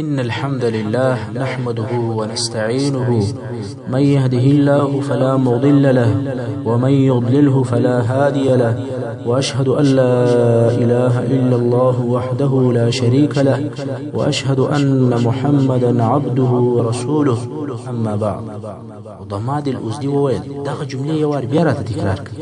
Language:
Pashto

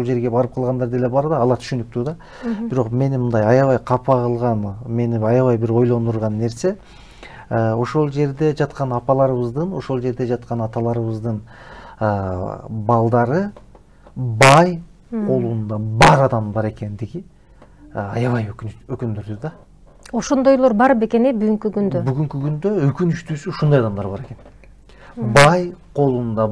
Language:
Kyrgyz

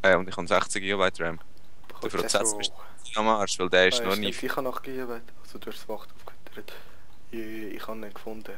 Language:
Swiss German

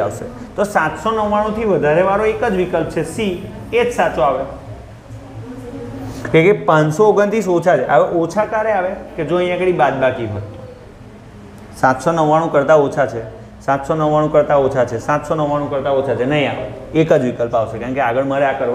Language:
Gujarati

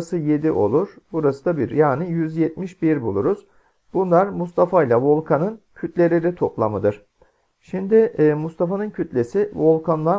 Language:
Turkish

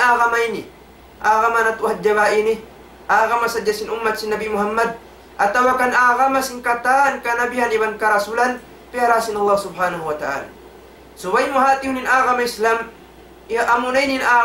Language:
Tausug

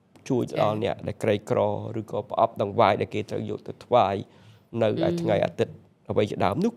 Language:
Khmer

